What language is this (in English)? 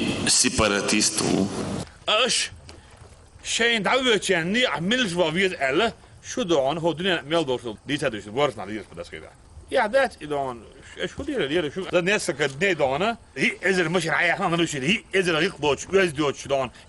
Chechen